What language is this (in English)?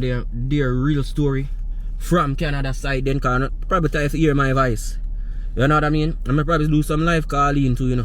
Jamaican Creole English